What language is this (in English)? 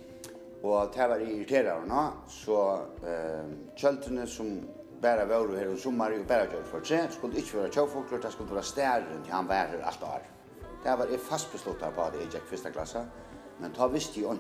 Faroese